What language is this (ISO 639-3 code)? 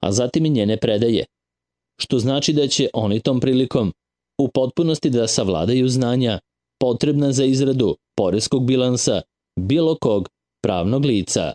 srp